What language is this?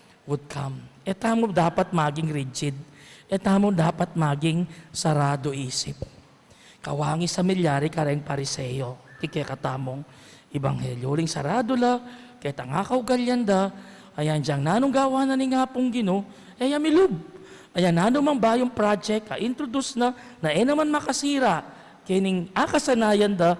Pampanga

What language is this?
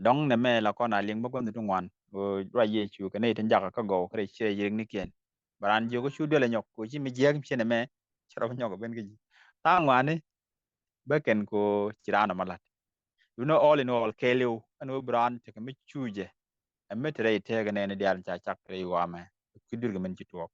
Nuer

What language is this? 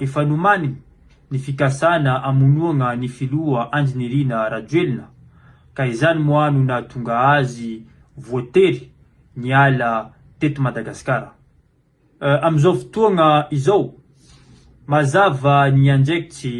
Malagasy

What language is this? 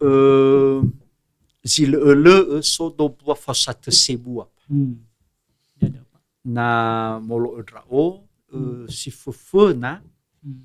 Nias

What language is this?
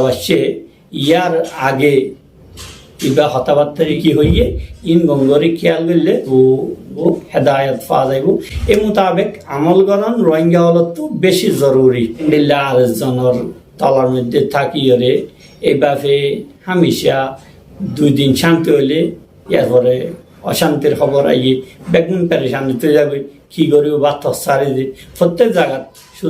Rohingya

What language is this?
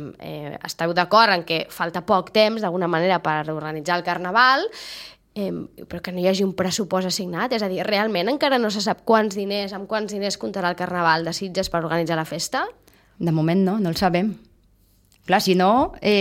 Catalan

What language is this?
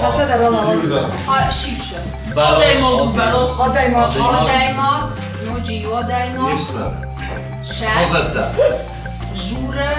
Ossetic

